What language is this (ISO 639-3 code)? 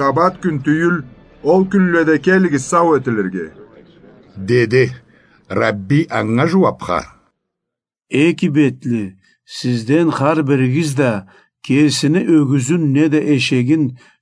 krc